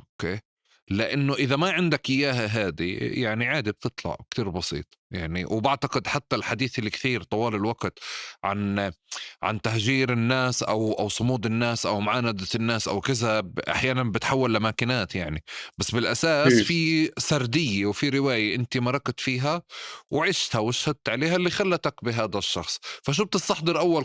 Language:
North Levantine Arabic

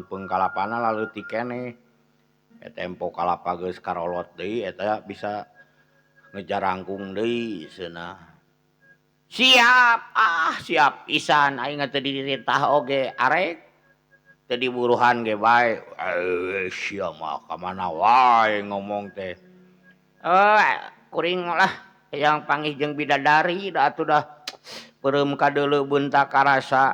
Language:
Sundanese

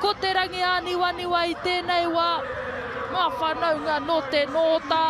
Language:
Māori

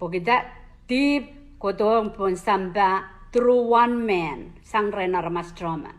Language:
Pohnpeian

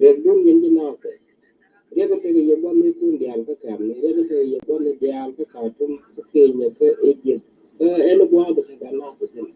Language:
Nuer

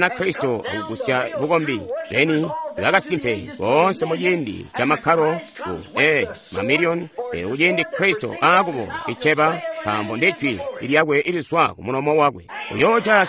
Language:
Tonga (Zambia)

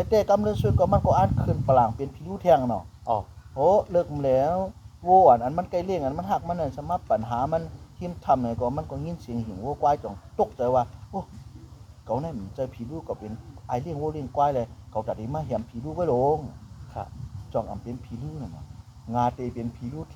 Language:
Shan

